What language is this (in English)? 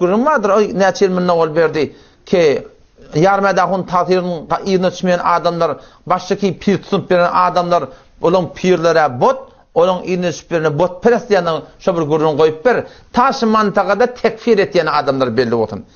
Turkmen